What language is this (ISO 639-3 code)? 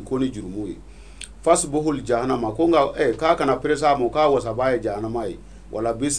bam